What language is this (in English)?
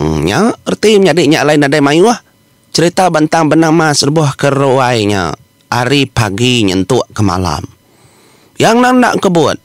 Iban